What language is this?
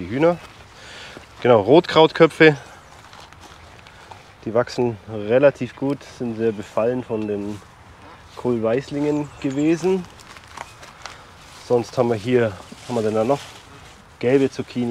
German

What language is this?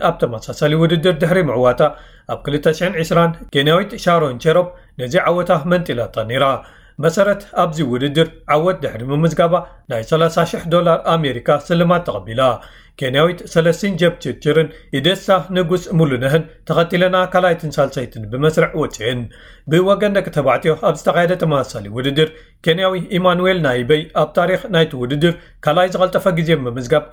Tigrinya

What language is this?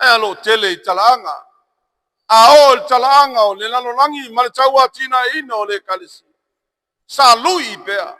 Samoan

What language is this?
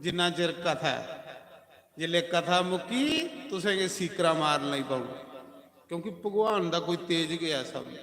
Dogri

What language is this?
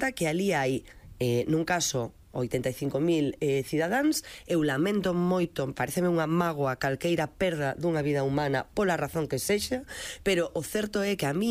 Galician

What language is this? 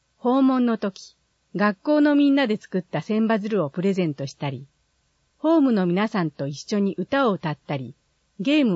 Japanese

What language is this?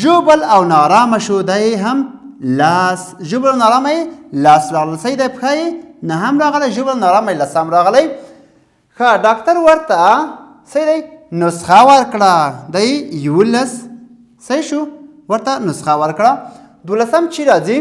Pashto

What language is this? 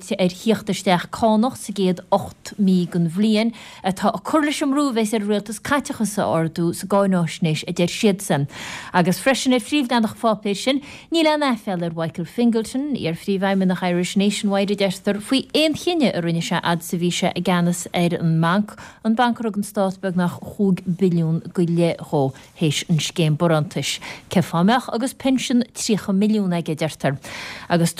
Irish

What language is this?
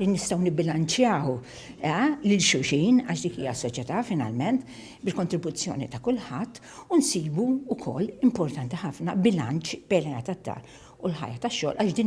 Maltese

